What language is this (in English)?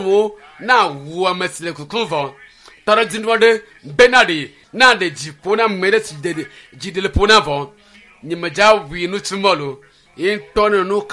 Ewe